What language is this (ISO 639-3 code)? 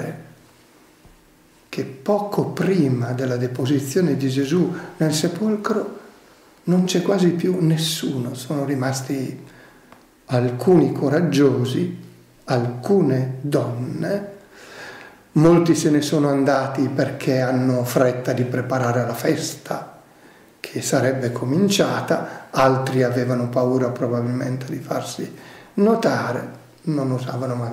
ita